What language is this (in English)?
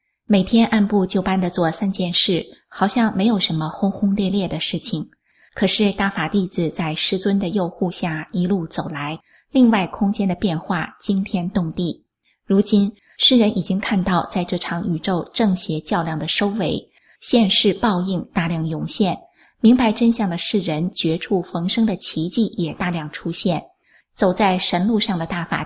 Chinese